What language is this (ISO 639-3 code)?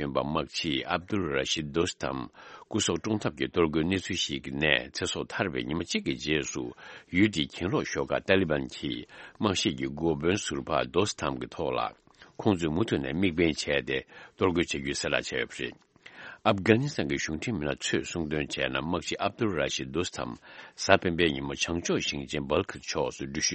bod